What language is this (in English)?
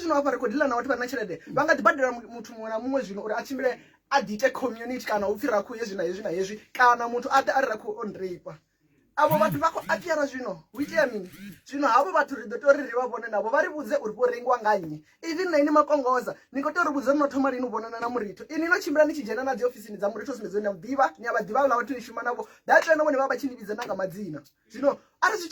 Venda